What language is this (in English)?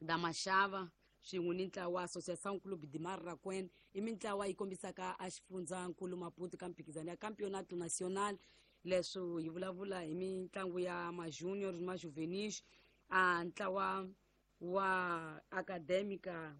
Tsonga